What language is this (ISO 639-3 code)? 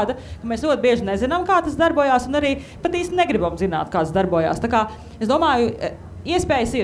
lav